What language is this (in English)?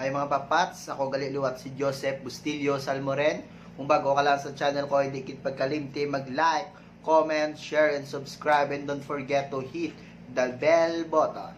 Hiligaynon